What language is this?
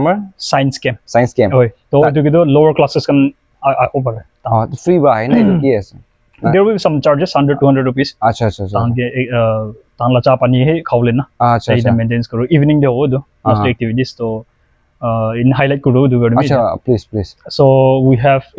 Naga Pidgin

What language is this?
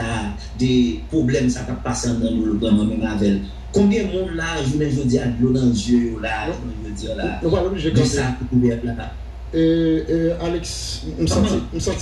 Haitian Creole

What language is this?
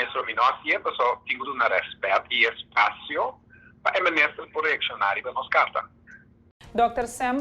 Papiamento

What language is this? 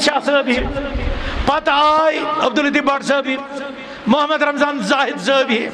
Kashmiri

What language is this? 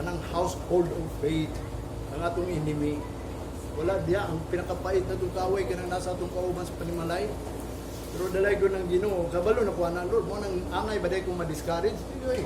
Cebuano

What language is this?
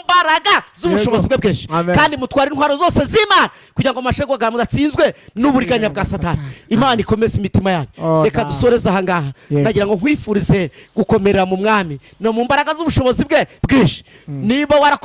Kinyarwanda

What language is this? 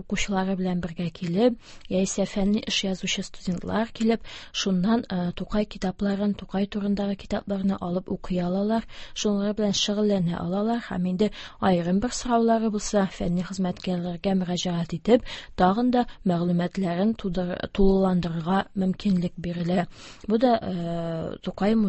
Tatar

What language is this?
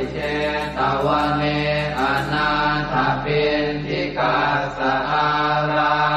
Pali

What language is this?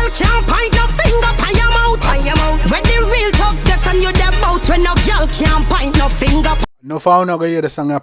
Jamaican Creole English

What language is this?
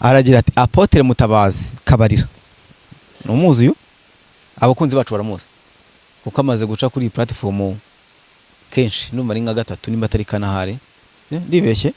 Kinyarwanda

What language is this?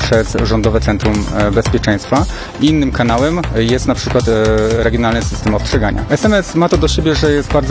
Polish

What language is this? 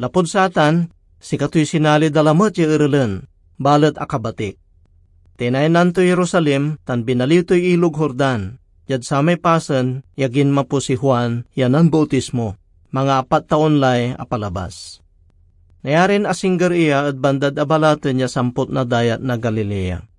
Pangasinan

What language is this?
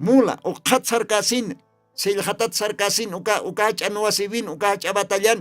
Aymara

